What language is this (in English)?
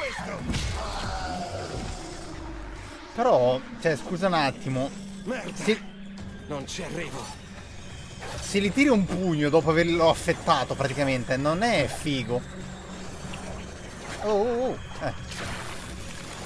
Italian